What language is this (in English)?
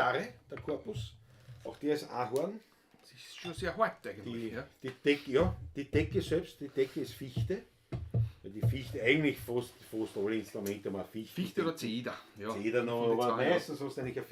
Bavarian